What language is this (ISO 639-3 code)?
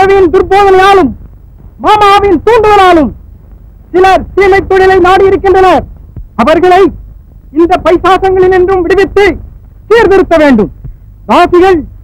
tam